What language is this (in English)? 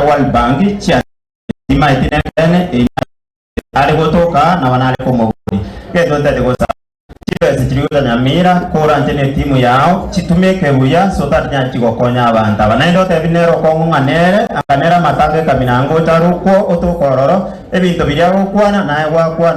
Gusii